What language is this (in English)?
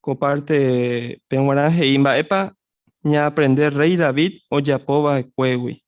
Guarani